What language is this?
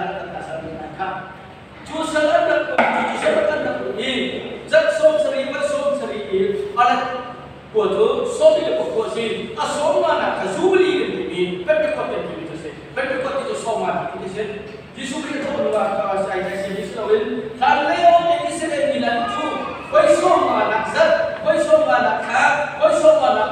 Hakha Chin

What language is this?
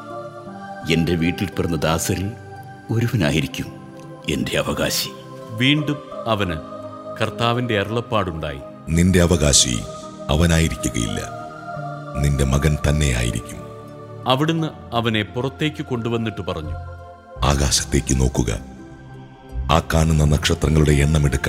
Malayalam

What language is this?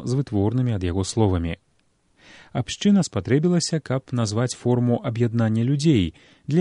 Belarusian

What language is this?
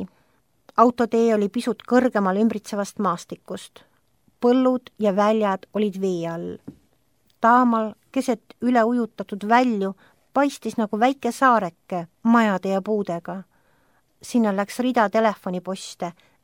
Estonian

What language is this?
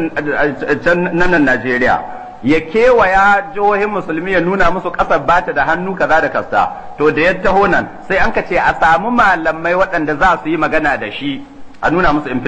Hausa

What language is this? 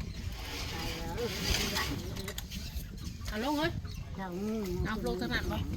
Lao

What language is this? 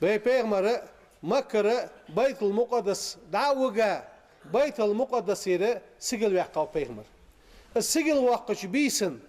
Ingush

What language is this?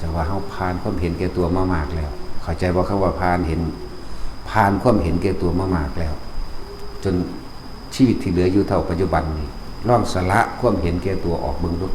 Northeastern Thai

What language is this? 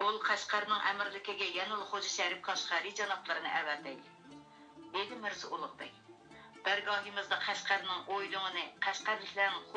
Uyghur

